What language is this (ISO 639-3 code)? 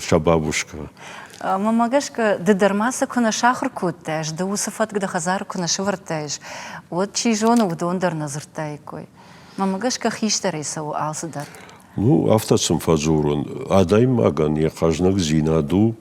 oss